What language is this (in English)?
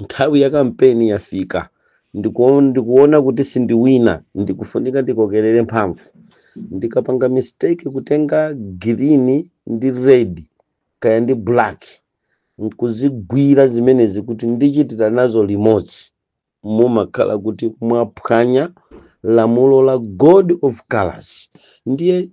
Nyanja